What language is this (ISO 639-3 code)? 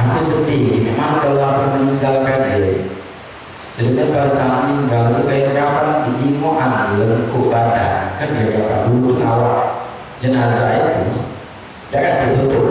mui